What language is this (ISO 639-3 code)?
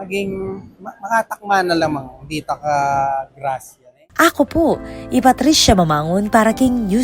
pam